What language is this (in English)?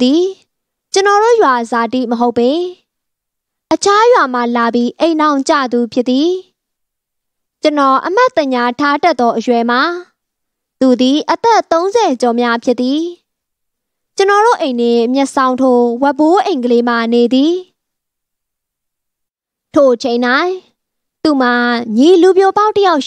Burmese